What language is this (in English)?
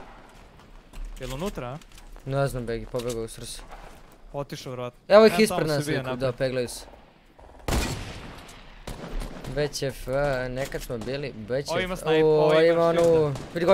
Croatian